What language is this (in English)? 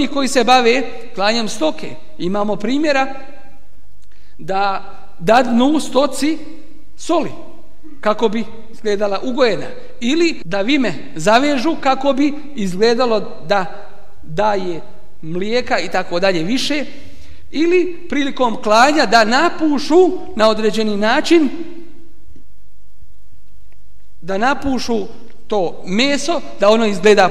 Bosnian